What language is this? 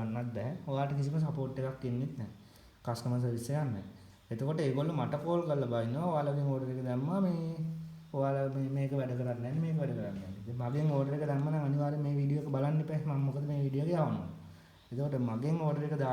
Sinhala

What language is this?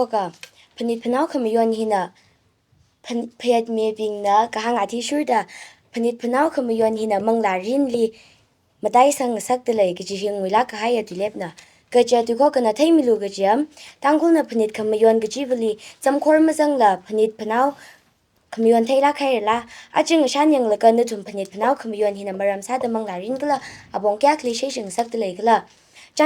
Tangkhul Naga (India)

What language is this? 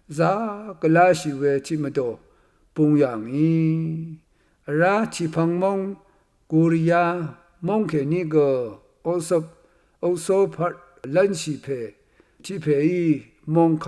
Rawang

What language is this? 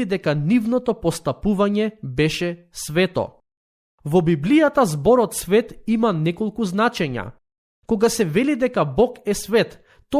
Macedonian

